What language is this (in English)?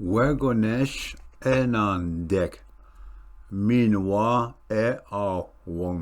Ojibwa